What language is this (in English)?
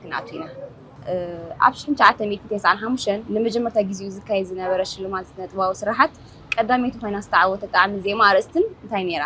Tigrinya